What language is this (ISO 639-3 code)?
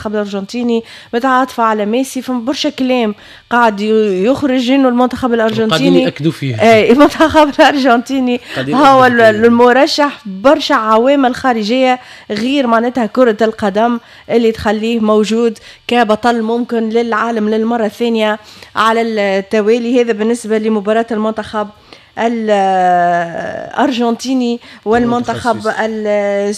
aeb